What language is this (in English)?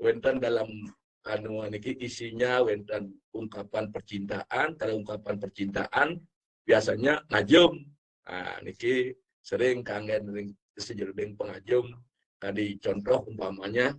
Balinese